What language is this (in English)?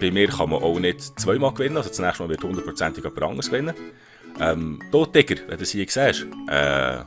Swiss German